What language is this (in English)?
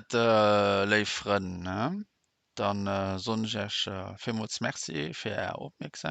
Luxembourgish